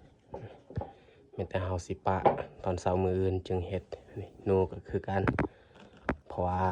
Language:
Lao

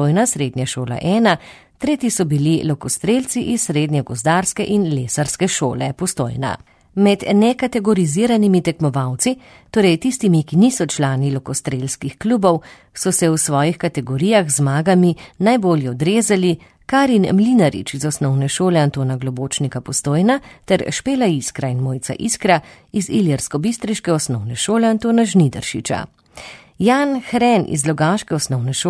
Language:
Slovenian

